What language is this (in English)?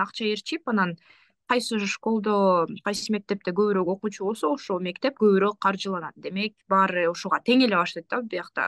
Kyrgyz